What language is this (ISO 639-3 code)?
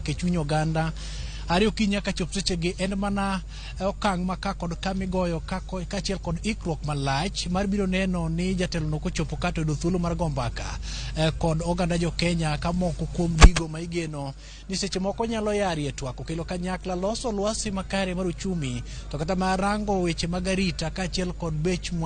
luo